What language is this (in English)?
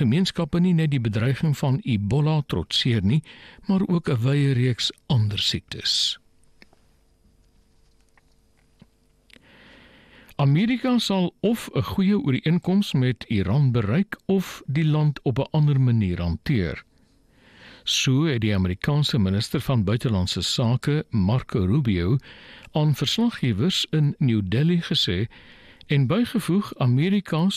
Afrikaans